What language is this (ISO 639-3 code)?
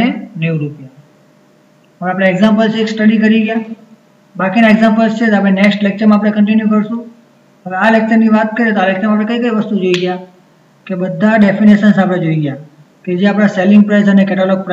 guj